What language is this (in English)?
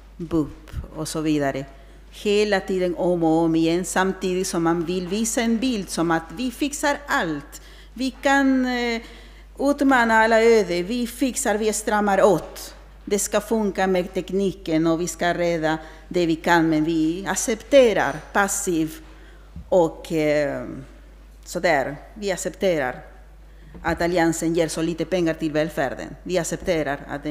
Swedish